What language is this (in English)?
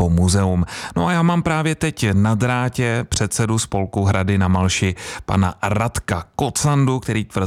Czech